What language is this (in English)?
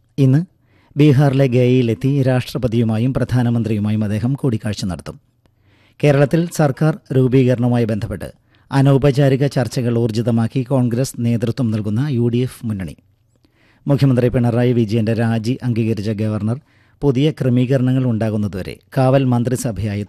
Malayalam